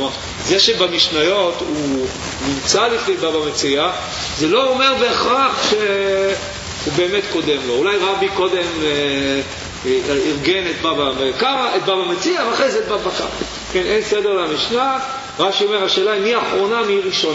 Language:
Hebrew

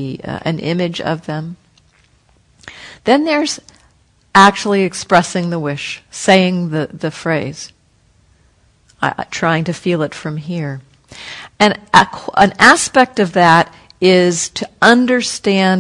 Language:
English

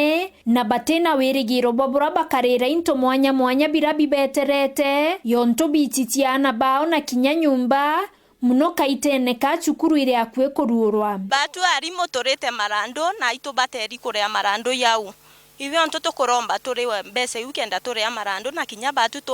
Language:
Meru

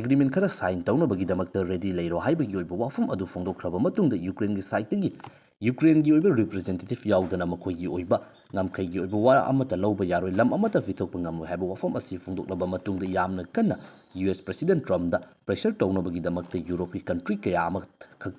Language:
Manipuri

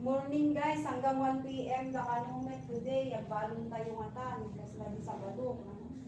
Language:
Iloko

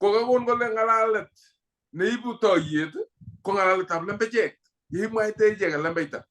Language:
Kalenjin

